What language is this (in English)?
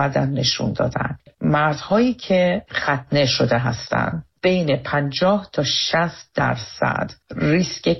Persian